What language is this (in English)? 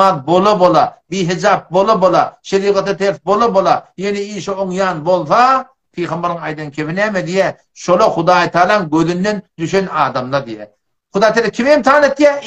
Turkmen